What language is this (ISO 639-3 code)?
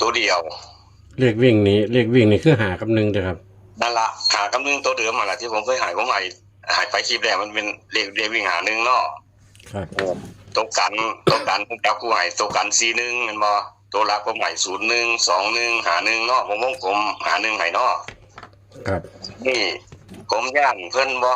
tts